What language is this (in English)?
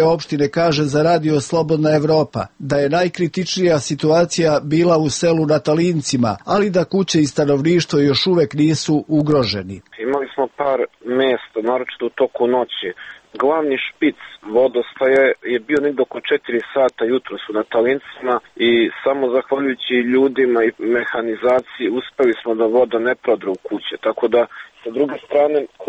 Serbian